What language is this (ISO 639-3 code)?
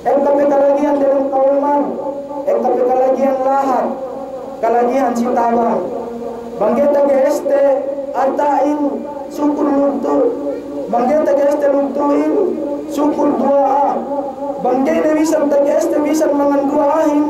yka